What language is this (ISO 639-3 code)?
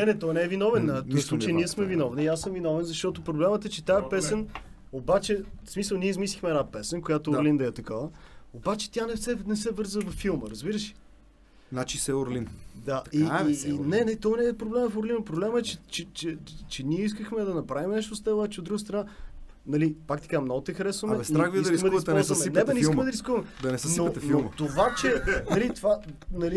bul